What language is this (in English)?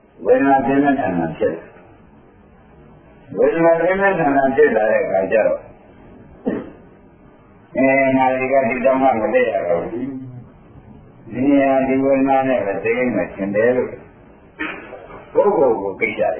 Burmese